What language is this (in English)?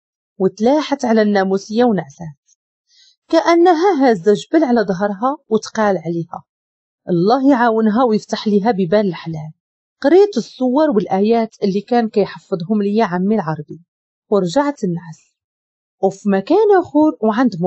Moroccan Arabic